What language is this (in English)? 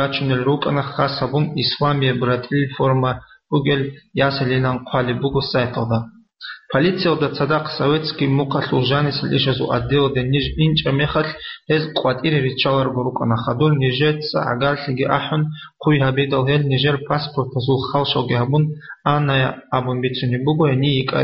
Avaric